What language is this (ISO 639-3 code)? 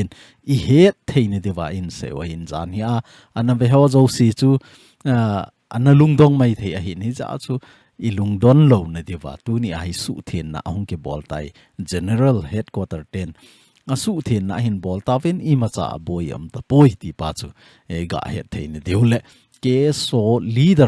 tcz